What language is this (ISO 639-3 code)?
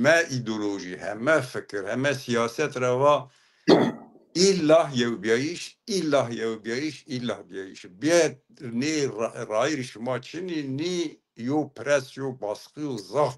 zza